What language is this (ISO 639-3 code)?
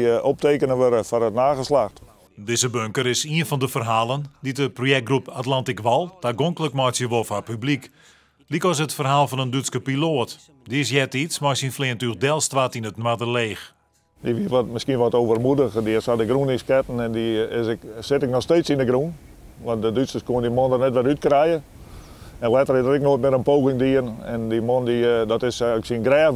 fry